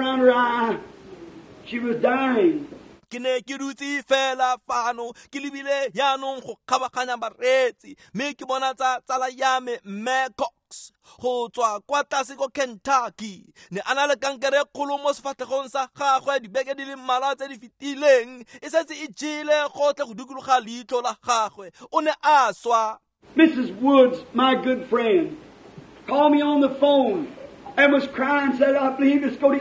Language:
Tswana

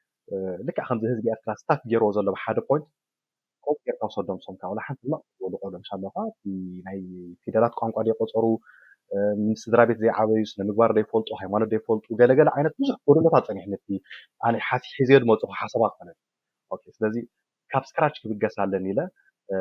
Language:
Tigrinya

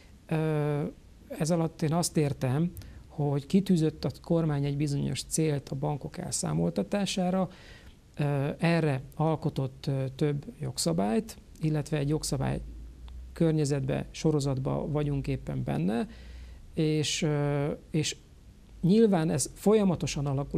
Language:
Hungarian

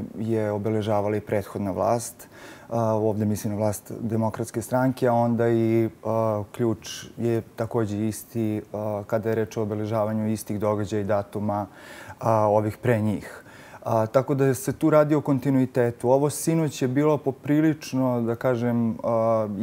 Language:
Serbian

